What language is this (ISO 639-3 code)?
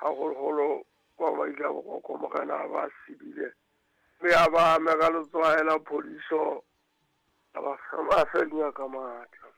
sot